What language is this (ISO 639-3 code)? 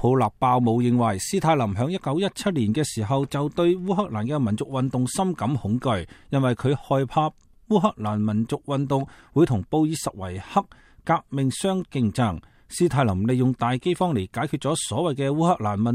yue